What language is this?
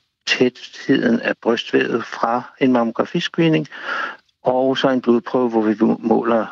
Danish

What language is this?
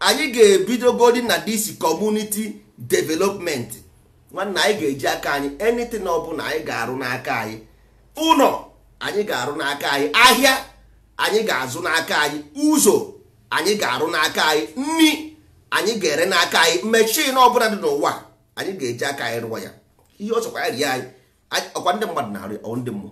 Igbo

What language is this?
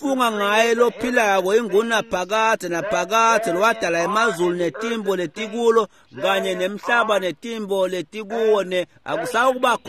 Swati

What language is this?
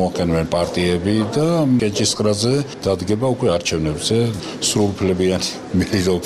Georgian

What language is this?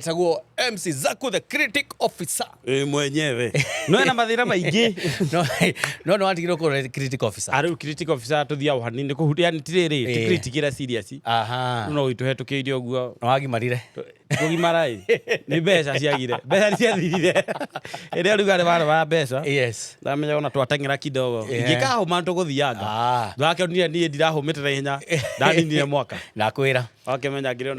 Kikuyu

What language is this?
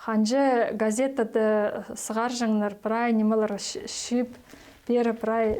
Khakas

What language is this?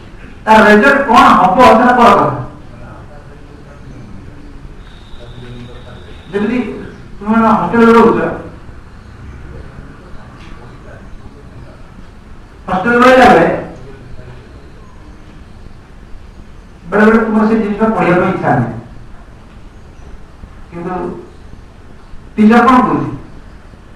Odia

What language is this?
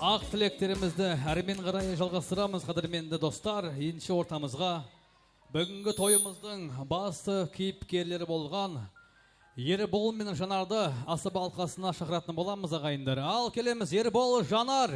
Kara-Kalpak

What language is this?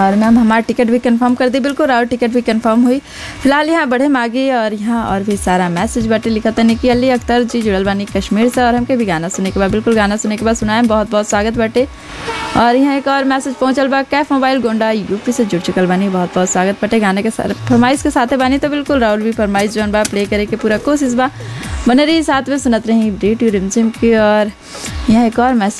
Bhojpuri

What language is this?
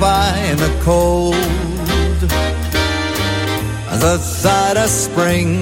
French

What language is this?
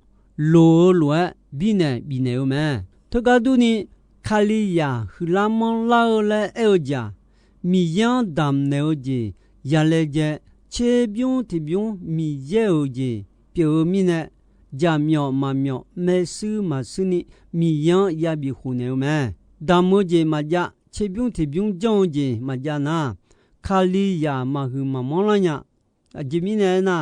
Akha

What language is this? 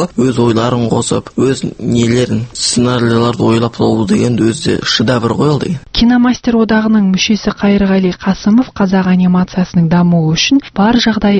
Kazakh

